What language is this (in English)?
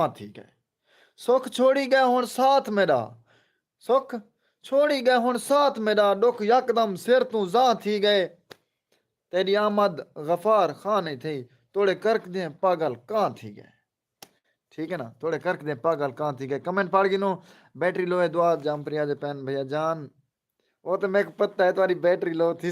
Saraiki